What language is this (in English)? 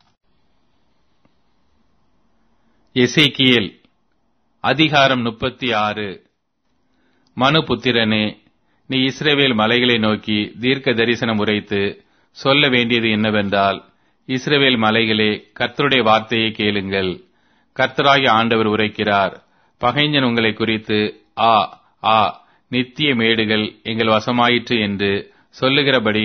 Tamil